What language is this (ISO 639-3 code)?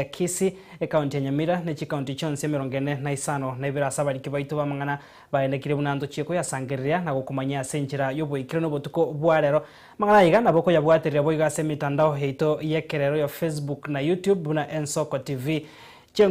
guz